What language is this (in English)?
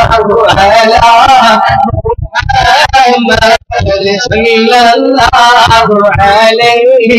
Malayalam